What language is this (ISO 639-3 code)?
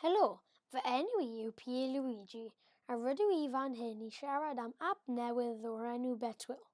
cym